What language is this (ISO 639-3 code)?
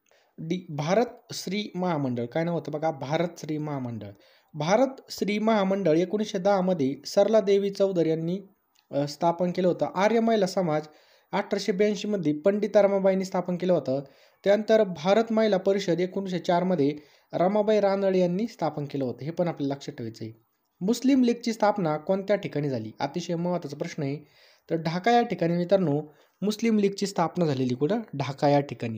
mar